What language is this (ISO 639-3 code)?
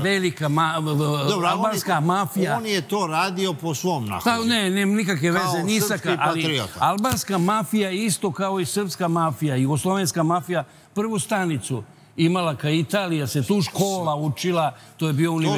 srp